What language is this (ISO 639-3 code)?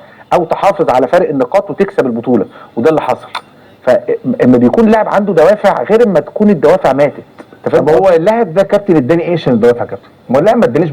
arz